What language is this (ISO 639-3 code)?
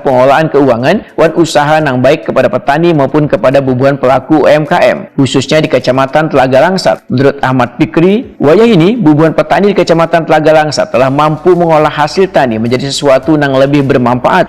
bjn